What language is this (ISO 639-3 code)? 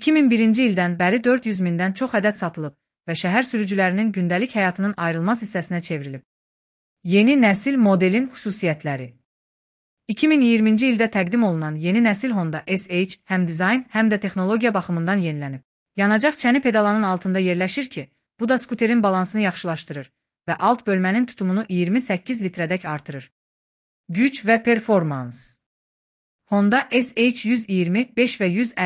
aze